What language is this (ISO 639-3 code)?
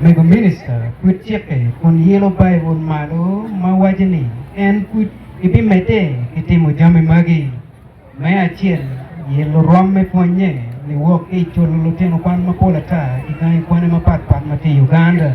ach